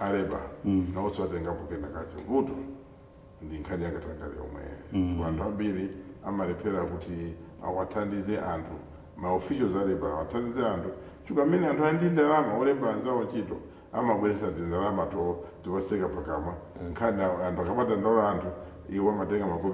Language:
Nyanja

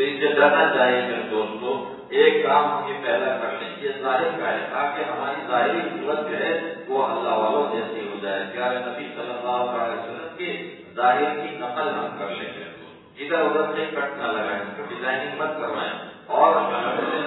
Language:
Urdu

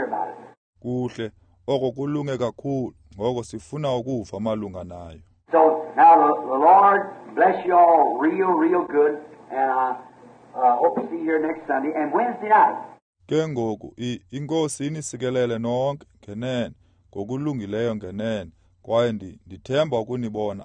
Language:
Xhosa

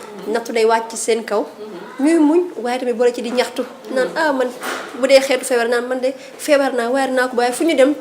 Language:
Wolof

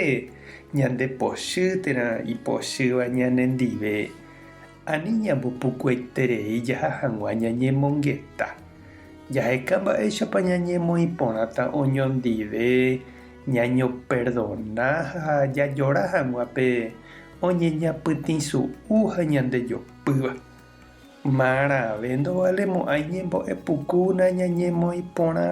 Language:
Guarani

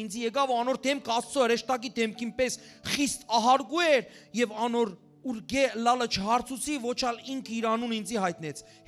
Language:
Western Armenian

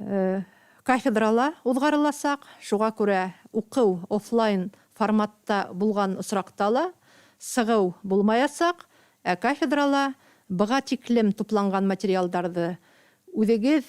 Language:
Bashkir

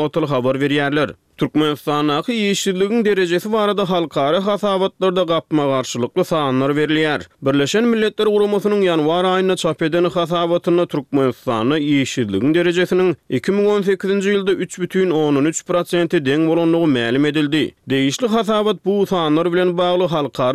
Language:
Turkmen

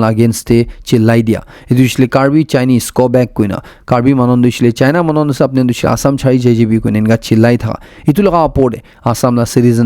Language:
Naga Pidgin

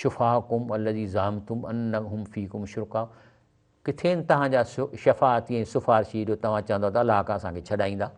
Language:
Sindhi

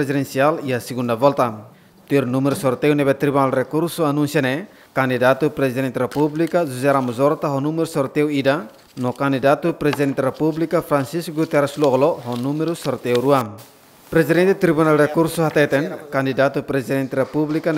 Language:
Tetum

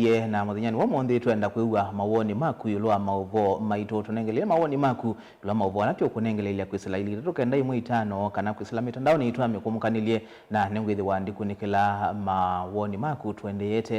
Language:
Kamba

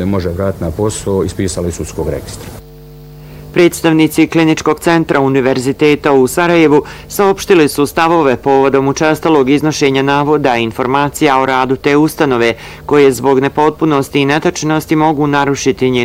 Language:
Bosnian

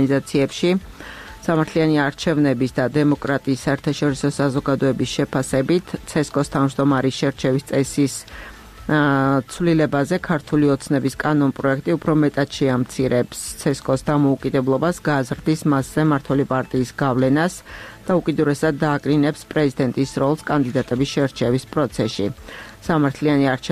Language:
Georgian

